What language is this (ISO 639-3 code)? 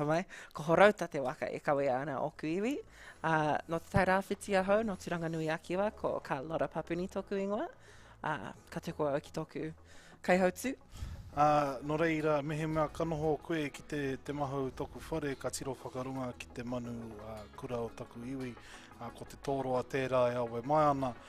mri